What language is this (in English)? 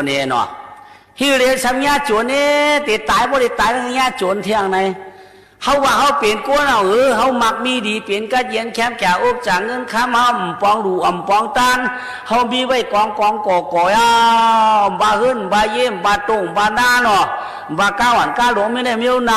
Shan